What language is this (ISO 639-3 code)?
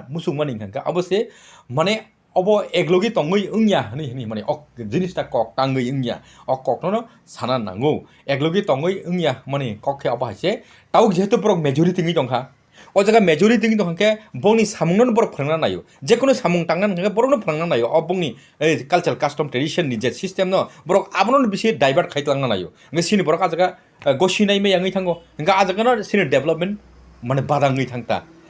trp